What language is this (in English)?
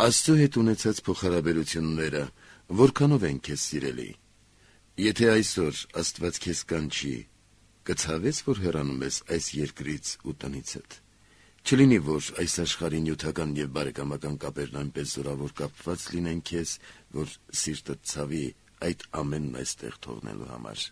Armenian